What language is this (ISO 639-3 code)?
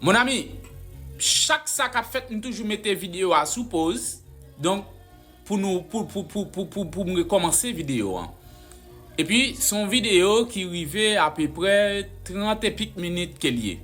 hat